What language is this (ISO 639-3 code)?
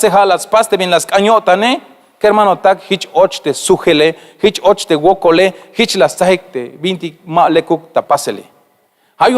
tzh